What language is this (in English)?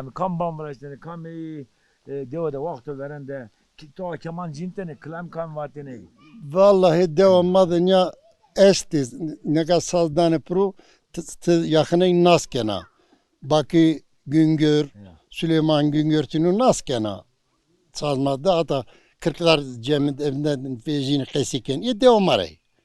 Zaza